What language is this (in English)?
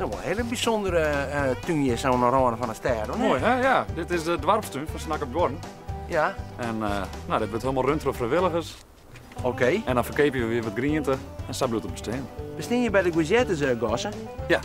Western Frisian